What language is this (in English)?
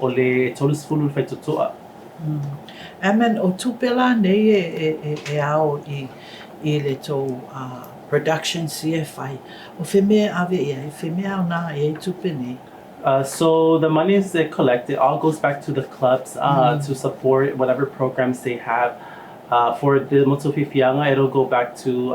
Samoan